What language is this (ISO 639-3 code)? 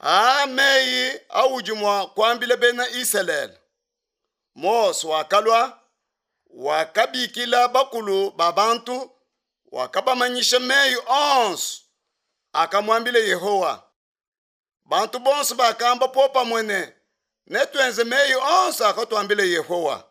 lua